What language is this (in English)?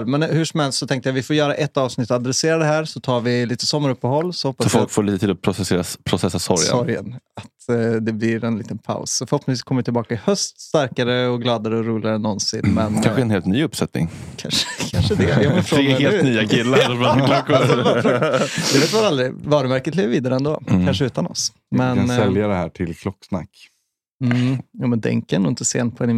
Swedish